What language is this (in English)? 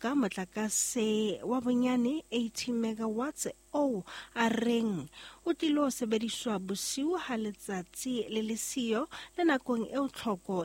Southern Sotho